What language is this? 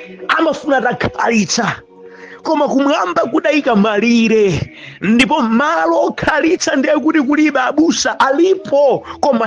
Nyanja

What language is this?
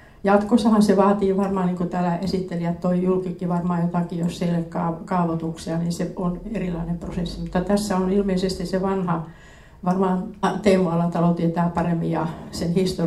Finnish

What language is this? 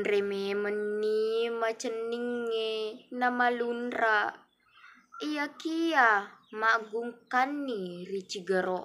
Buginese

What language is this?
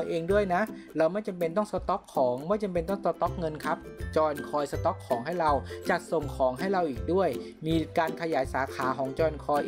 Thai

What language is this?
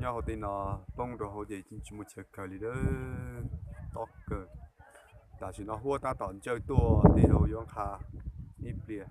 Hmong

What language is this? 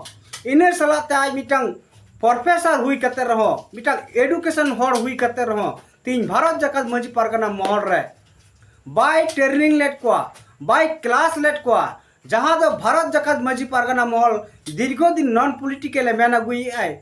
Santali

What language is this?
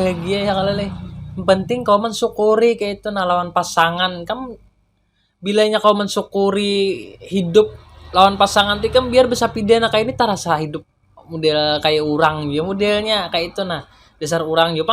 Banjar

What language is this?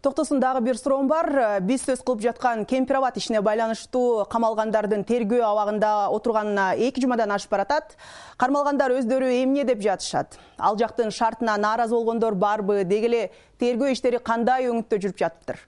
Kyrgyz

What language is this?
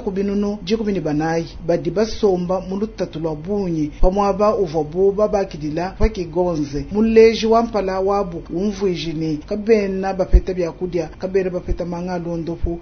Luba-Lulua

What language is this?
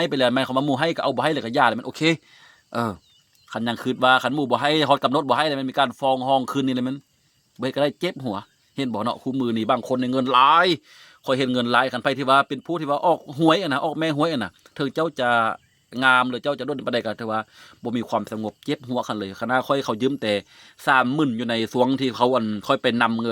Lao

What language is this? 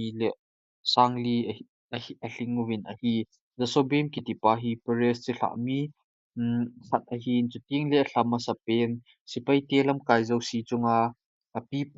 Thado Chin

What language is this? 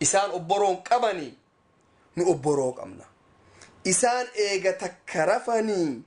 Oromo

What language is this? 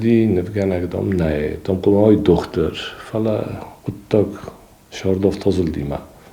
Ossetic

